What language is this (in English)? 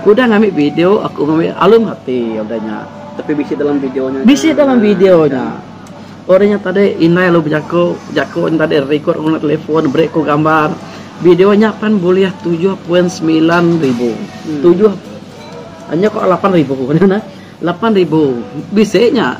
Iban